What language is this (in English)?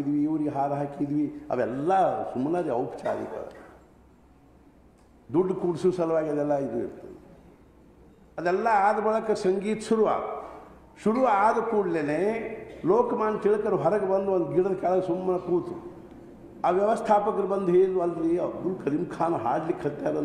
Kannada